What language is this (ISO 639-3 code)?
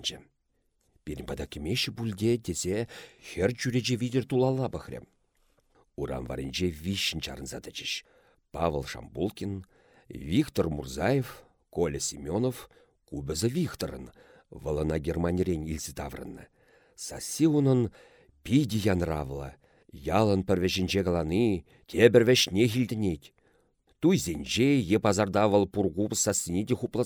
chv